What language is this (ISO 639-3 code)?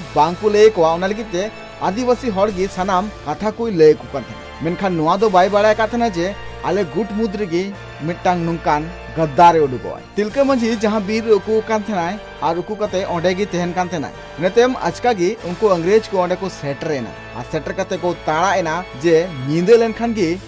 sat